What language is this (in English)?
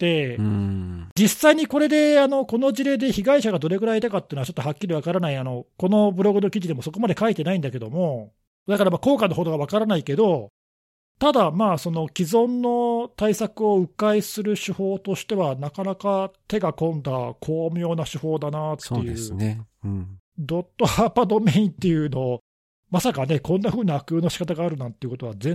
Japanese